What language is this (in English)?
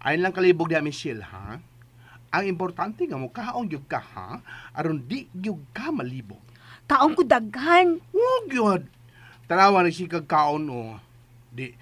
Cebuano